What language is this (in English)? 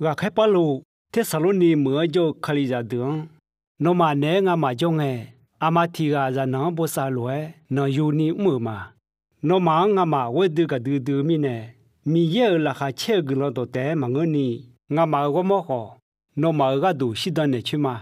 Akha